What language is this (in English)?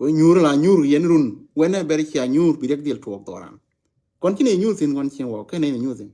Nuer